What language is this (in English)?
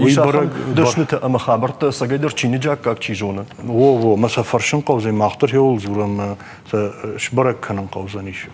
Ossetic